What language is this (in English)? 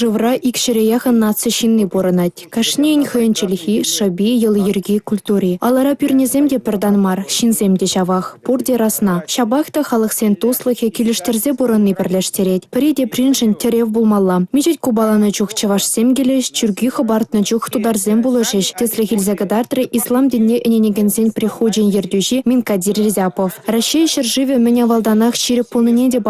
Chuvash